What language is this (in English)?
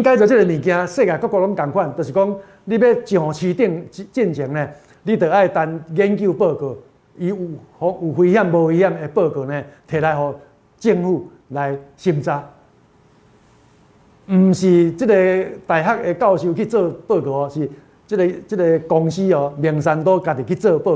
Min Nan Chinese